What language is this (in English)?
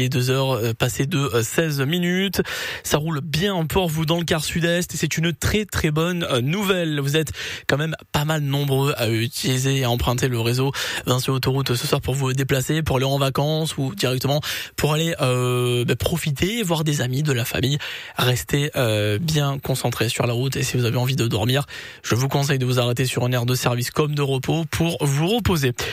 French